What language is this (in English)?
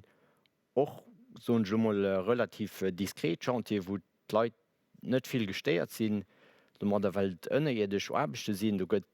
Luxembourgish